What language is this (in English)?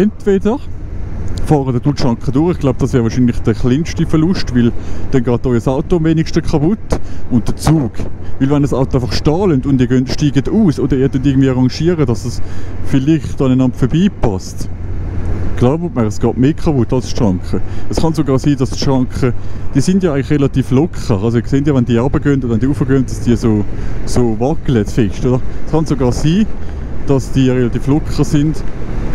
Swiss German